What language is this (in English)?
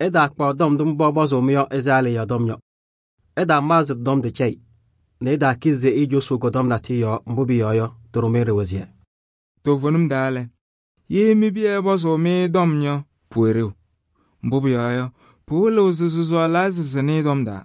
Kabiyè